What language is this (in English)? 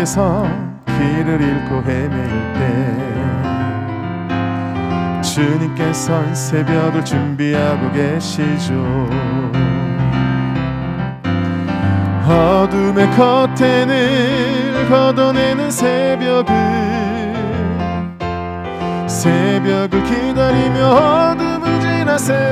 Korean